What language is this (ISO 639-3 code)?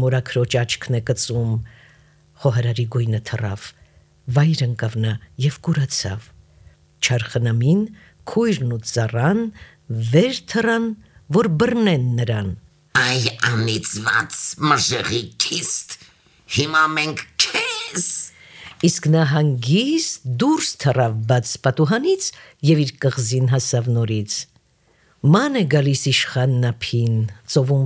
hye